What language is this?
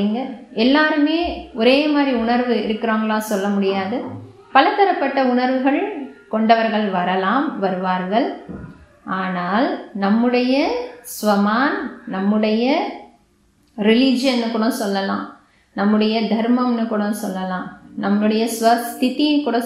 Tamil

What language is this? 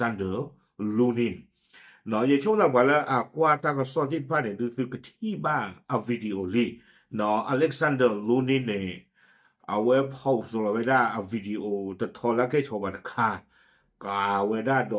S'gaw Karen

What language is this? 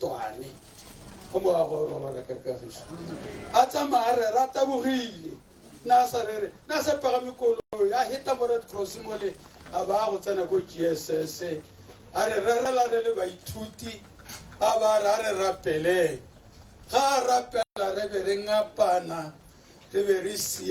Tswana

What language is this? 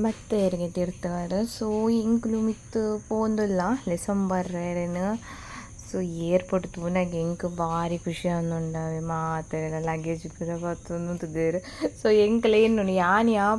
Tulu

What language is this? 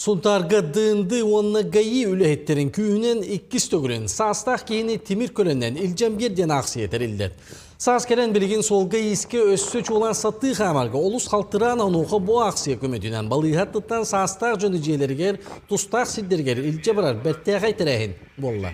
Yakut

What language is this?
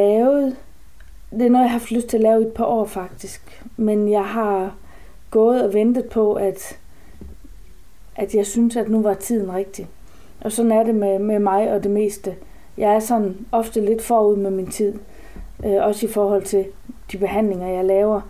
Danish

